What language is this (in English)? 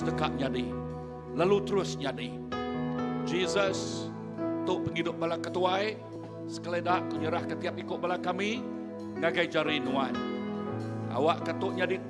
Iban